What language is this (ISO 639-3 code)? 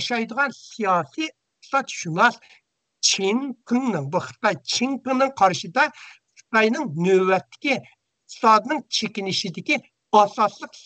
uig